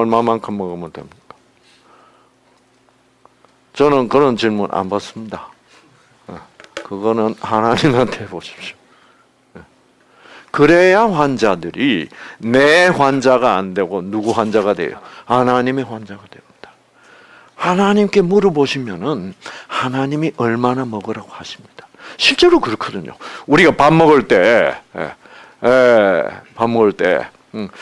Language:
Korean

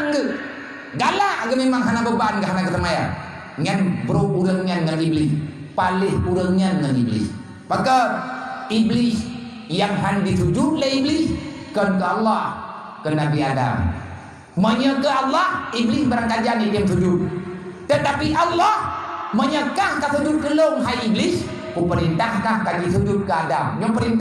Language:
Achinese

